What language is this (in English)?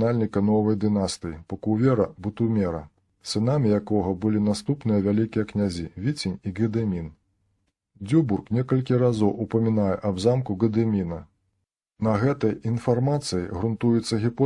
Belarusian